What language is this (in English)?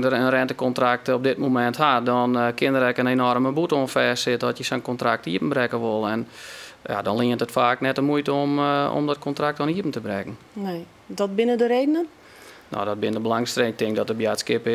Western Frisian